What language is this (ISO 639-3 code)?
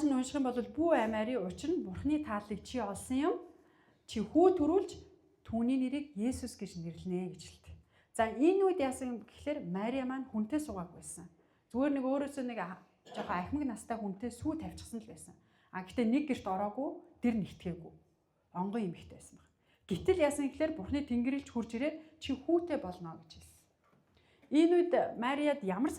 mon